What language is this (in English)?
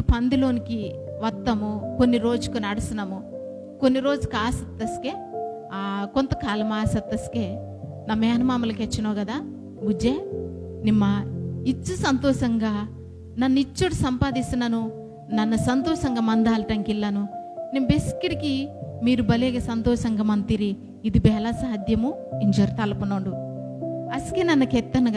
Koya